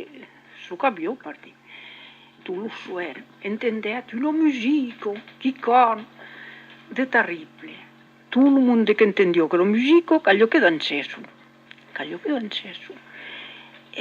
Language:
Occitan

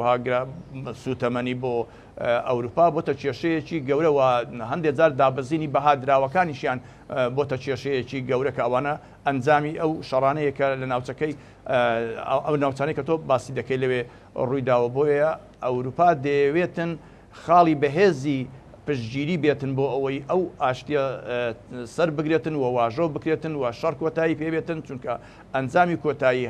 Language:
Central Kurdish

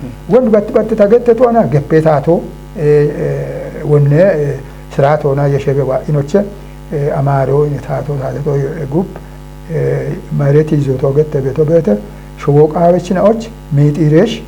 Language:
Kafa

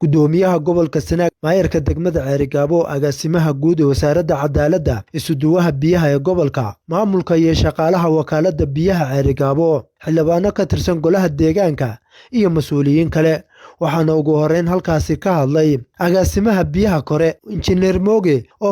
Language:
Somali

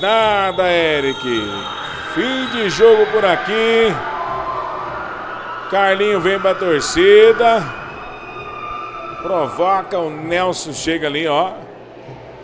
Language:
Portuguese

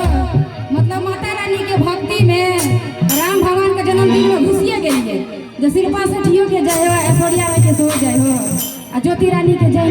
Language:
Maithili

